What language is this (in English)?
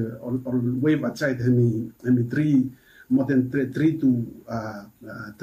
Bislama